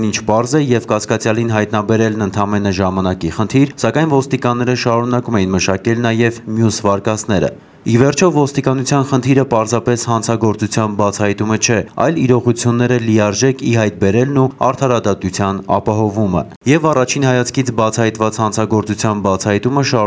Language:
Armenian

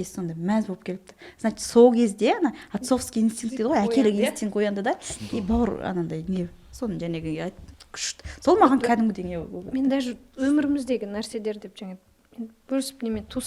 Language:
Kazakh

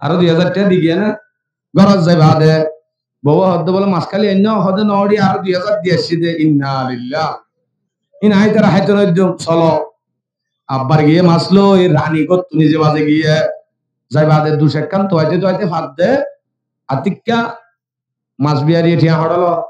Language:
Rohingya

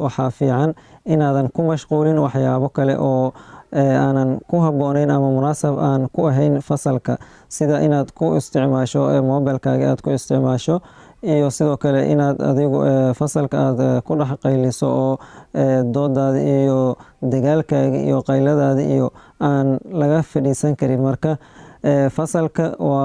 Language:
Somali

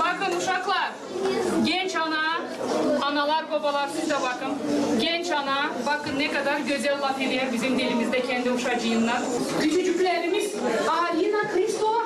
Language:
Gagauz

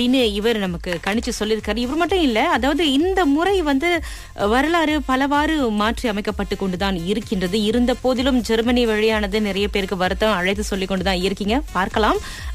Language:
Tamil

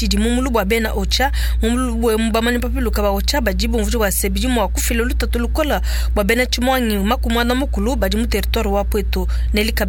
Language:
Luba-Lulua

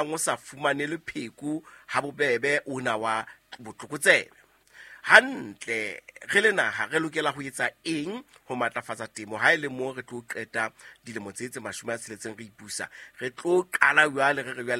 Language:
Southern Sotho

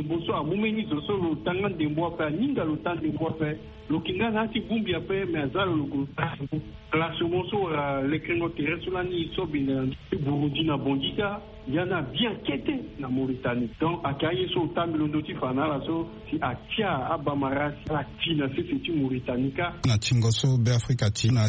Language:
Sango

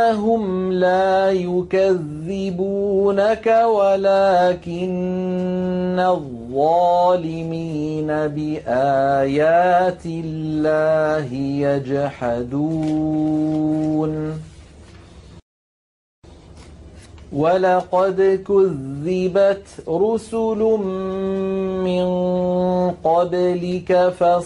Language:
Arabic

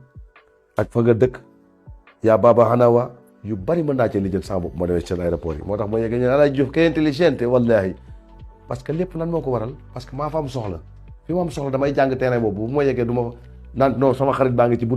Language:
Wolof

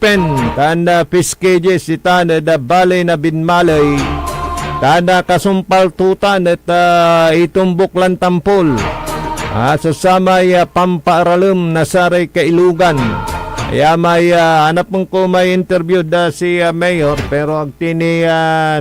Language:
Pangasinan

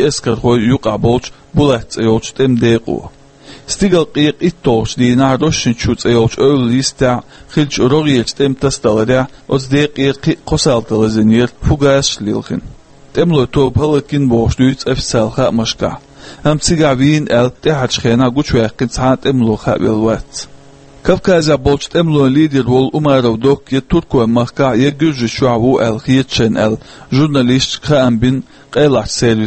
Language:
Chechen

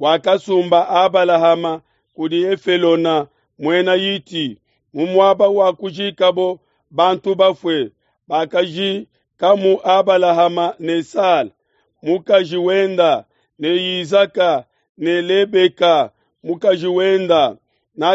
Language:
Luba-Lulua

